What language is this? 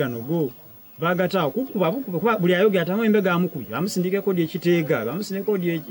Soga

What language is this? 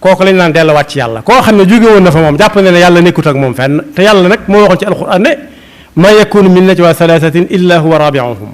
Wolof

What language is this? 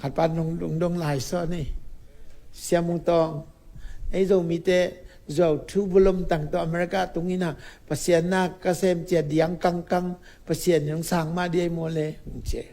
Tedim Chin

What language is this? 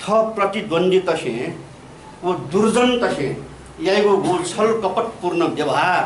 Newari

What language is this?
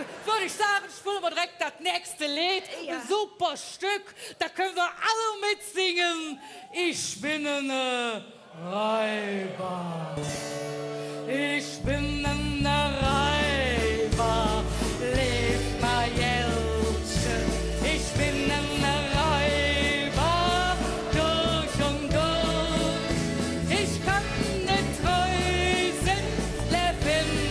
German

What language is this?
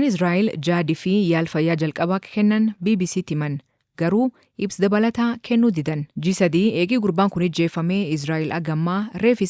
Oromo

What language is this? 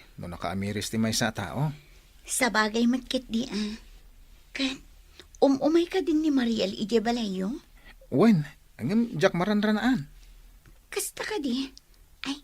Iloko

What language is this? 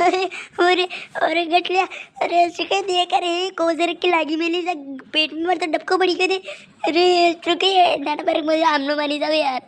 Rajasthani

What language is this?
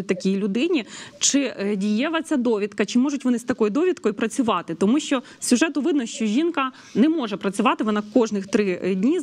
Ukrainian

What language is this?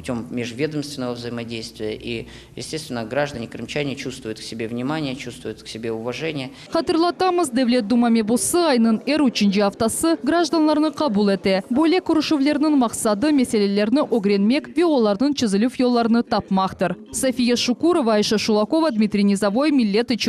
Crimean Tatar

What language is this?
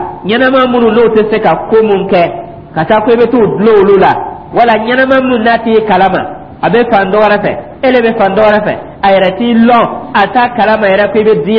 Dyula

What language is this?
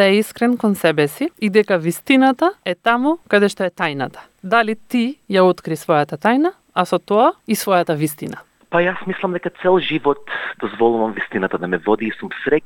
Macedonian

